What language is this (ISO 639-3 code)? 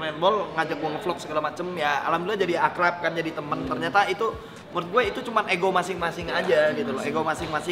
ind